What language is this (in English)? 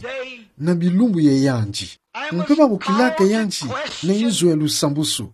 Kituba (Democratic Republic of Congo)